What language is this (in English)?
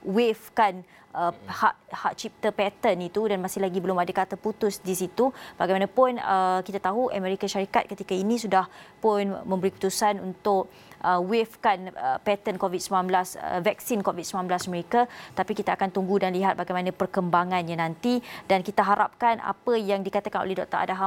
Malay